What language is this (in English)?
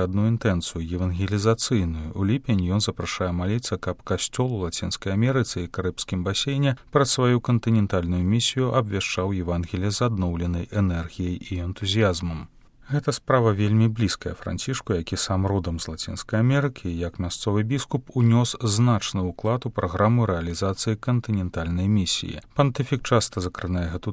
Belarusian